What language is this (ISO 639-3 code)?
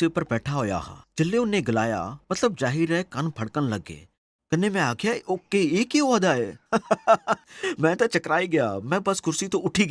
doi